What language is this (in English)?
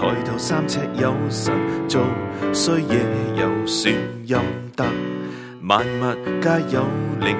Cantonese